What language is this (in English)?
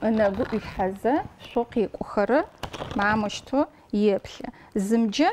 Adyghe